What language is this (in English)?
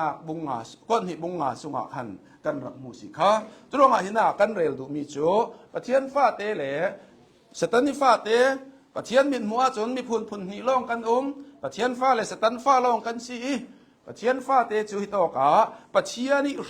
Hakha Chin